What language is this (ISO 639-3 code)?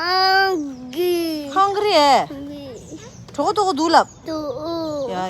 bod